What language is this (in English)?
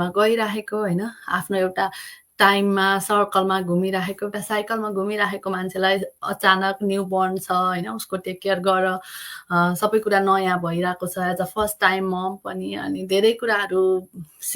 Nepali